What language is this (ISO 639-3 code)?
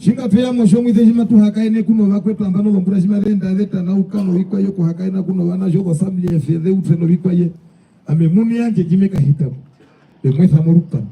her